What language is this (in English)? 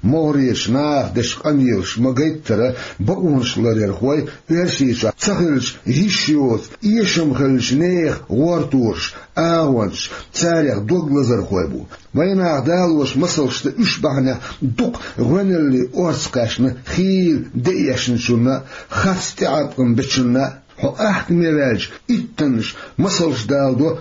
Chechen